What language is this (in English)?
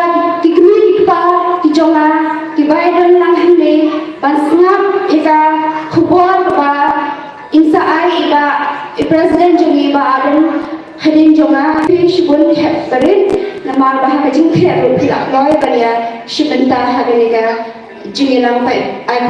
Khasi